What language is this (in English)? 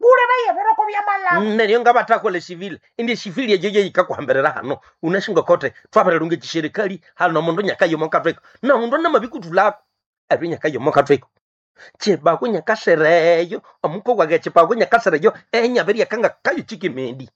Nande